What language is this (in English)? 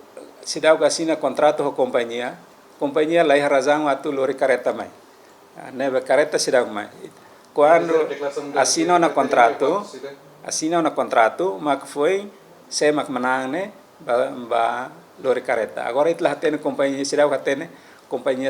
Tetum